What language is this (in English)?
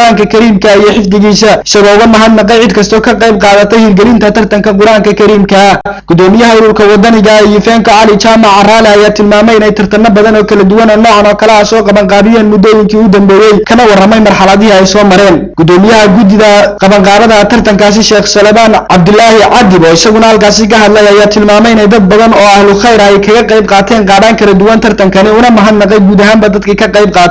Somali